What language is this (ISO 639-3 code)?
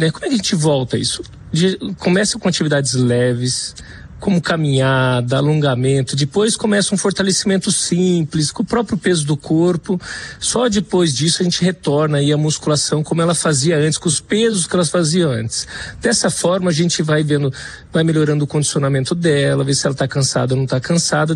por